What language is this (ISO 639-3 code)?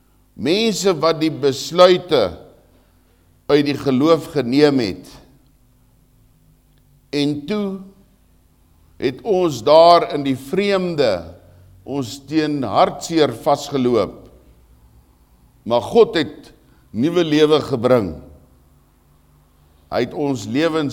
afr